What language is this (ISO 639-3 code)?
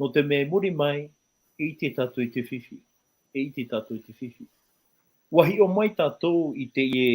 tah